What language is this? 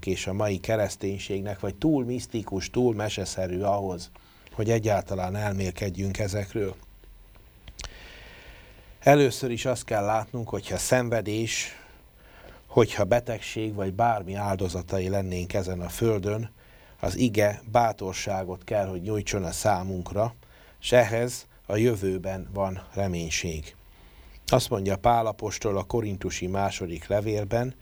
Hungarian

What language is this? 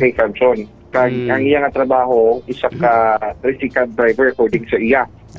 Hiligaynon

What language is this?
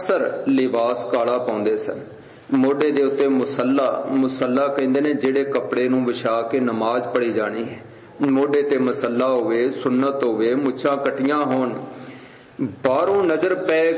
Punjabi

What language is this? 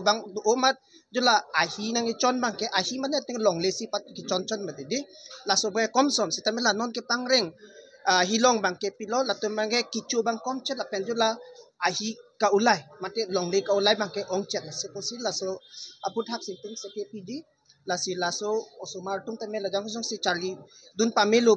Karbi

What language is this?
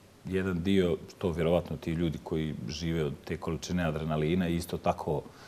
Bosnian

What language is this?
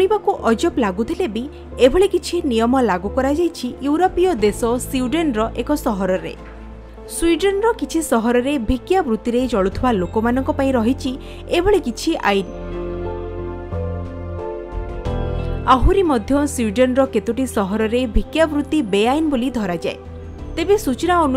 Odia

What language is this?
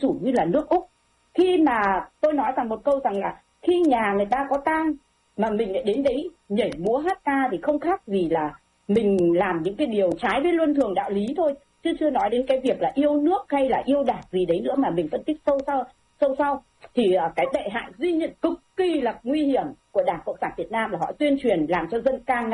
Vietnamese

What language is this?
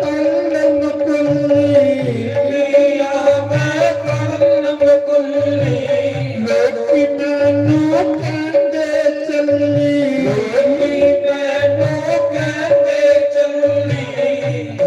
Dogri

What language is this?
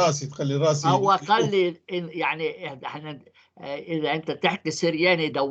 North Levantine Arabic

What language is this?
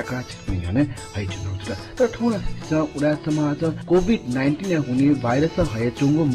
Newari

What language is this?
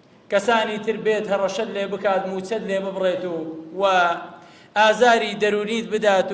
Central Kurdish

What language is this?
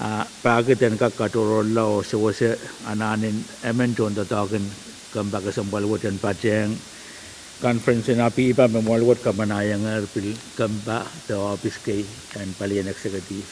Pohnpeian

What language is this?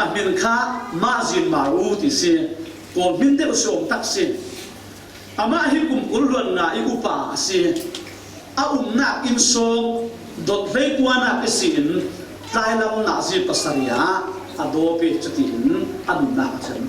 Falam Chin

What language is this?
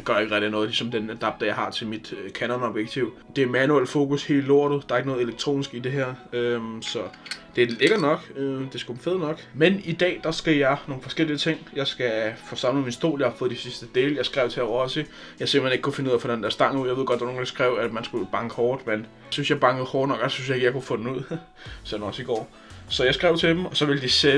Danish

